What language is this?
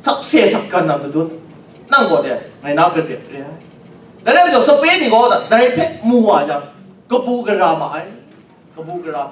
Kachin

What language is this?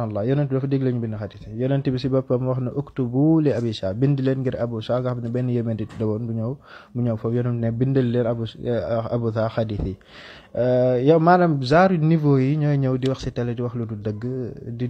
Wolof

